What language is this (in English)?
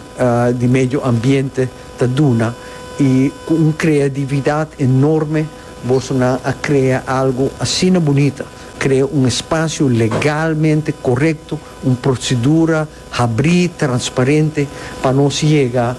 Papiamento